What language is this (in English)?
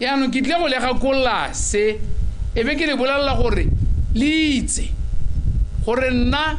Tswana